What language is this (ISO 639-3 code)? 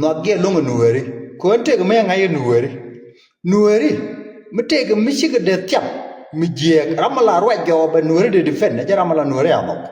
nus